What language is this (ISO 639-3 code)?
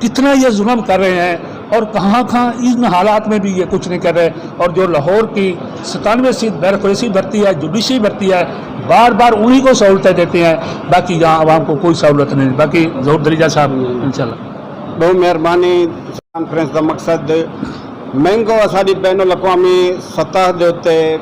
skr